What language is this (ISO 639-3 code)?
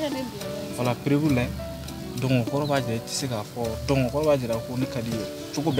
bam